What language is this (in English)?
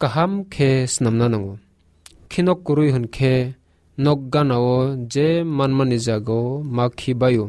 Kok Borok